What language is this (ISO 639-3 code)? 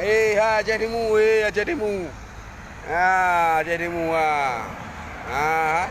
ace